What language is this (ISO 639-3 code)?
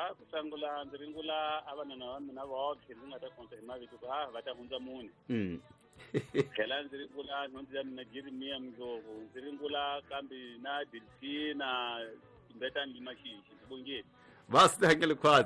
tso